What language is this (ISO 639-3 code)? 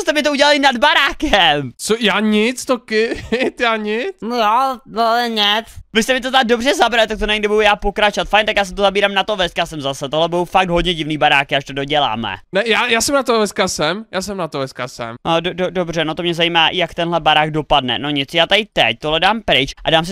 ces